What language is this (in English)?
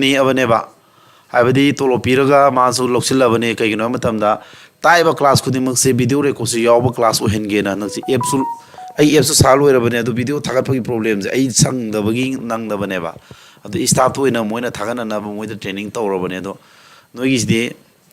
Manipuri